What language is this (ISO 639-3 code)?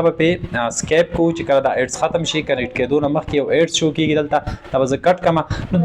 pus